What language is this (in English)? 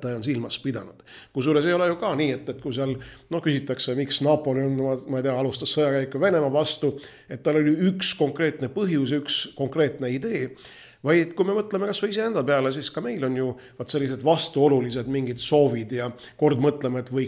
Estonian